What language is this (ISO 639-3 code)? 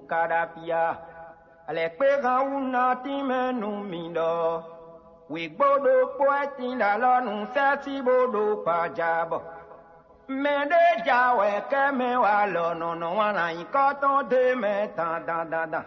fon